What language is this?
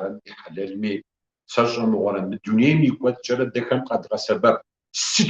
Kabardian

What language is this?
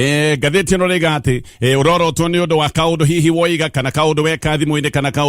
Kikuyu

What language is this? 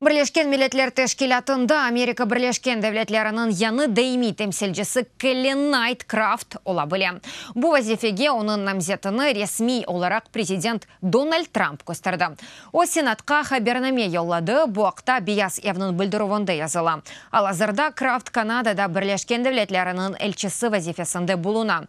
Crimean Tatar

